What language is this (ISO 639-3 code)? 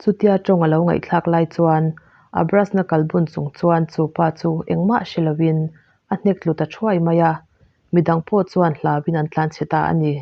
lus